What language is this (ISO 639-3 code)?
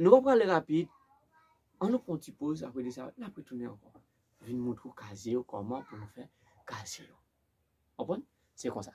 hat